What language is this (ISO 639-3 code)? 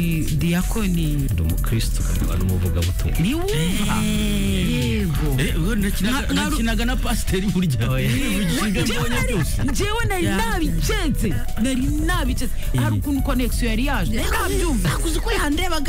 kin